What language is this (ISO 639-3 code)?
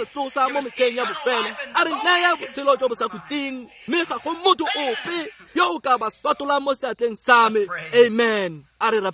tsn